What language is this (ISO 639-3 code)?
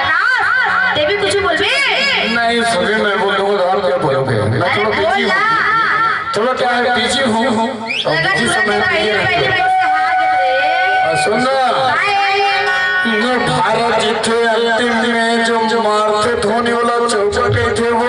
hne